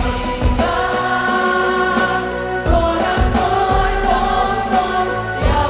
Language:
Russian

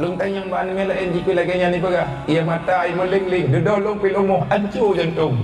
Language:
Achinese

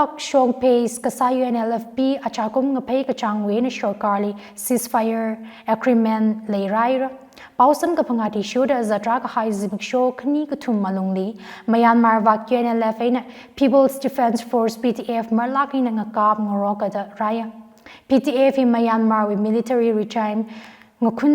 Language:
Tangkhul Naga (India)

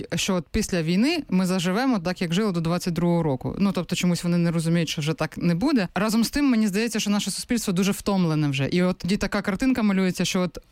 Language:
Ukrainian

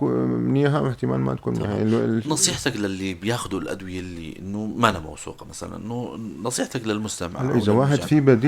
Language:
North Levantine Arabic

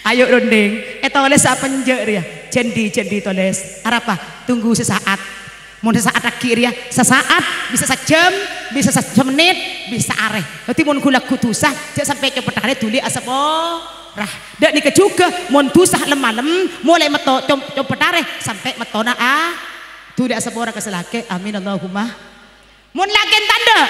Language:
Madurese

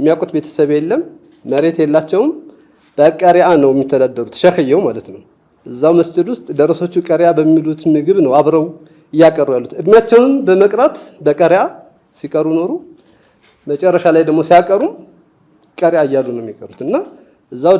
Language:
Amharic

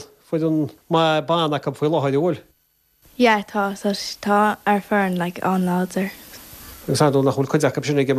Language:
Irish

